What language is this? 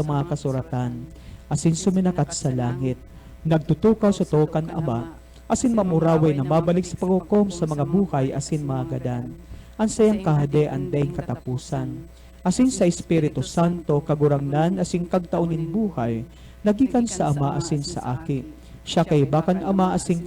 Bikol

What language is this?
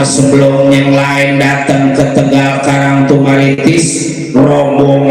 Betawi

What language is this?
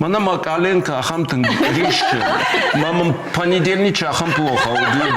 Ossetic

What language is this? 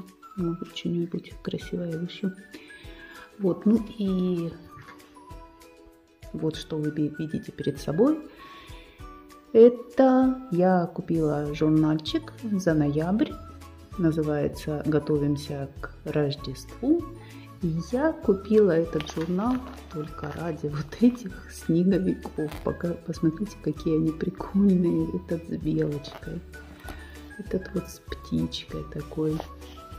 Russian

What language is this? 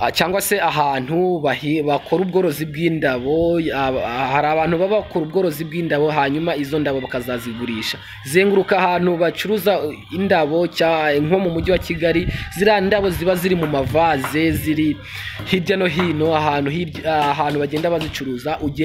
Kinyarwanda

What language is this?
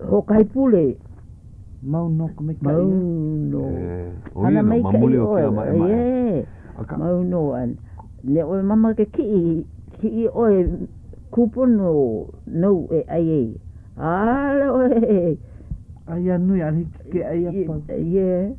Hawaiian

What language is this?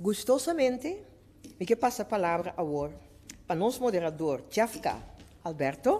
Papiamento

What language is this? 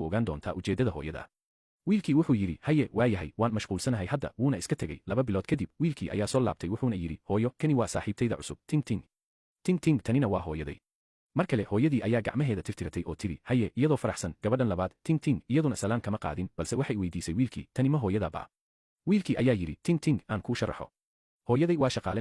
Somali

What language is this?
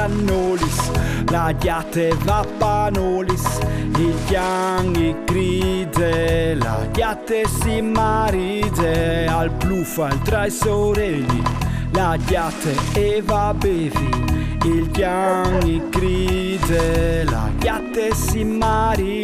Friulian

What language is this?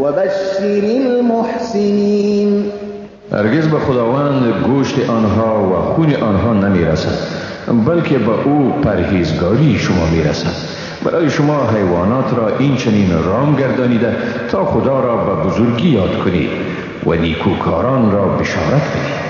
Persian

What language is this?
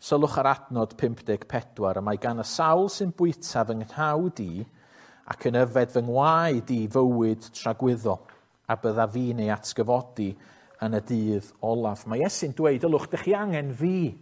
Welsh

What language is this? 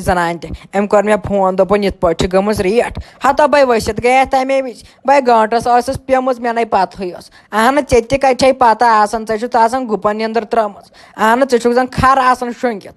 Kashmiri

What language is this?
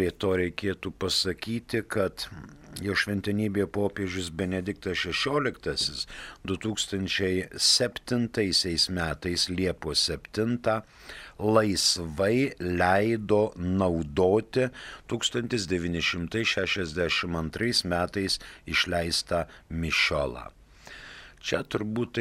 Lithuanian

